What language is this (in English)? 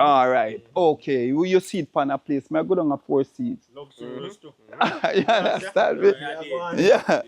Jamaican Creole English